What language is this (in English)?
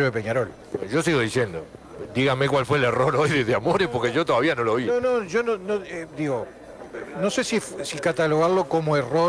Spanish